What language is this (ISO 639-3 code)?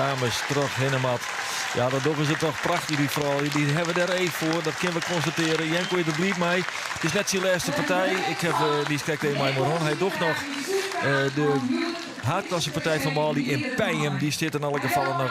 fry